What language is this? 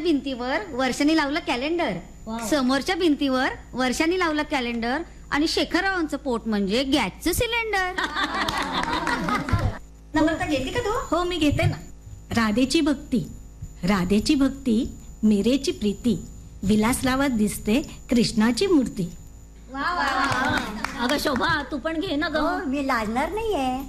Marathi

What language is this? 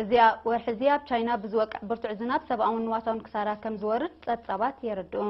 Tigrinya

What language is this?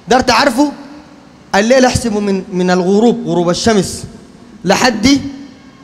Sudanese Arabic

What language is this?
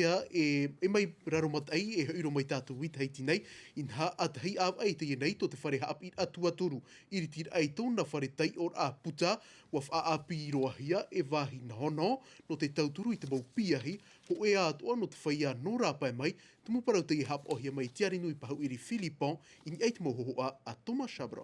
Tahitian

